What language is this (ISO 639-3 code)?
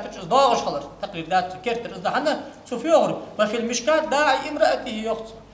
inh